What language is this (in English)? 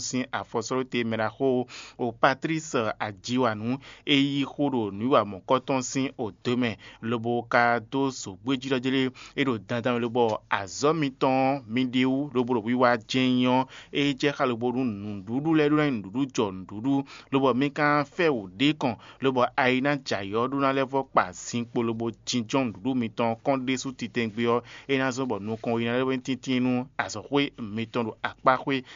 Fon